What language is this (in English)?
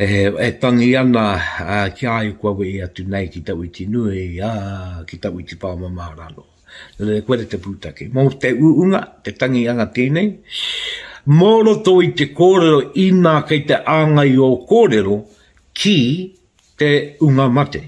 Māori